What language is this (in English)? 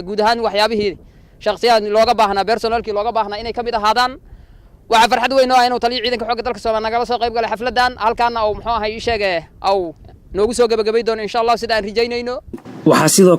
Somali